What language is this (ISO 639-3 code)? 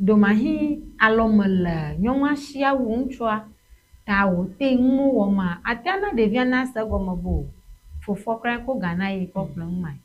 ewe